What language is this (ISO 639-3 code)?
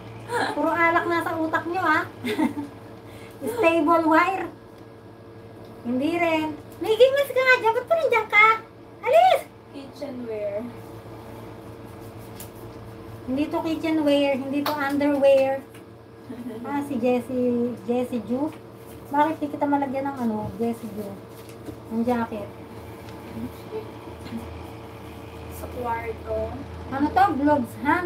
fil